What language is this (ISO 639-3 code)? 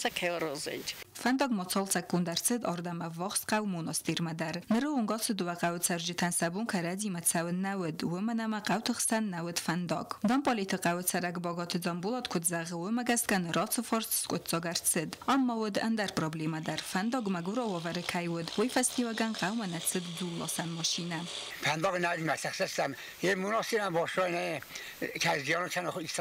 oss